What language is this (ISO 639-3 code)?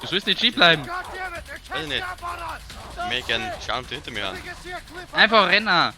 bar